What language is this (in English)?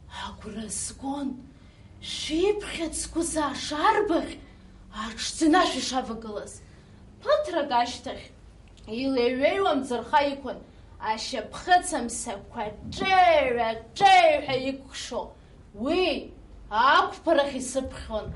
Abkhazian